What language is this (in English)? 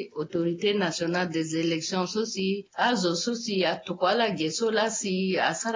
Sango